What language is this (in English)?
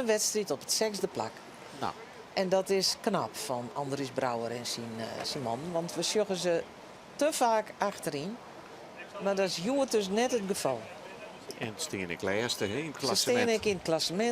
Western Frisian